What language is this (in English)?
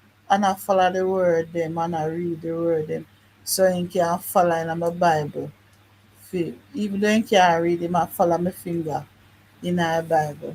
Jamaican Creole English